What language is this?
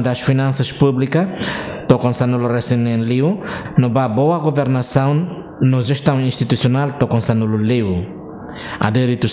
Tetum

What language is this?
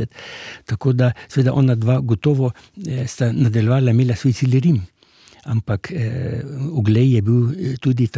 Slovenian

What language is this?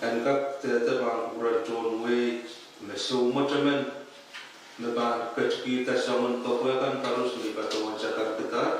Pohnpeian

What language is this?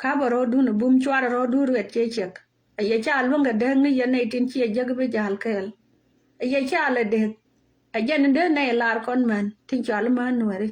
Nuer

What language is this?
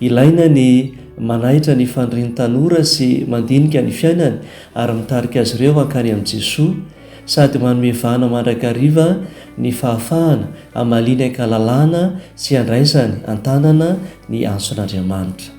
Malagasy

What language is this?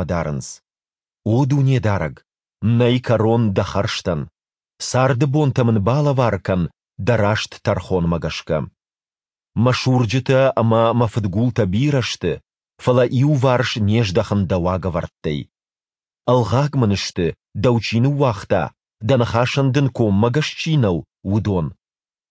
Ossetic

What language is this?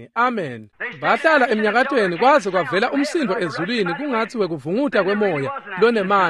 Swati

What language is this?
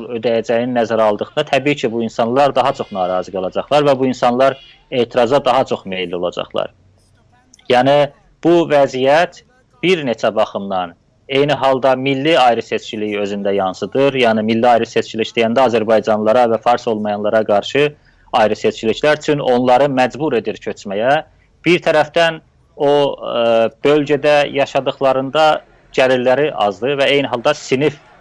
South Azerbaijani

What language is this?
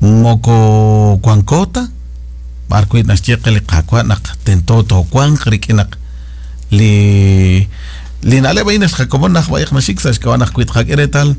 Kekchí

